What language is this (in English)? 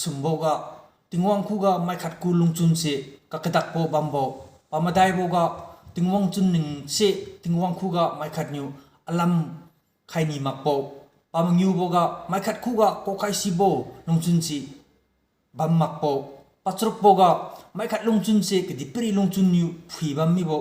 Liangmai Naga